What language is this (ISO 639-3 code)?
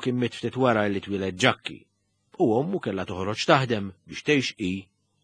mlt